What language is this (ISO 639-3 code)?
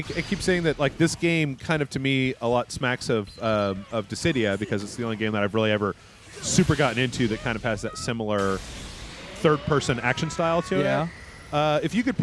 eng